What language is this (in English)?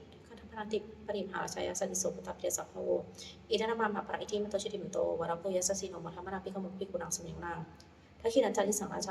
Pali